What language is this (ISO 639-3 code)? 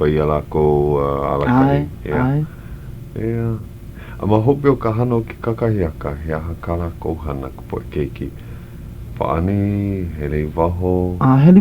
haw